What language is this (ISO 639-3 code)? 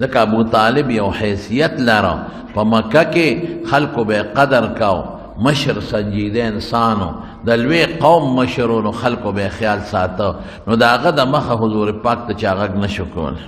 pus